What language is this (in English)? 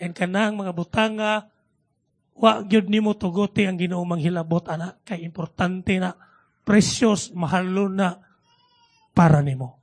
Cebuano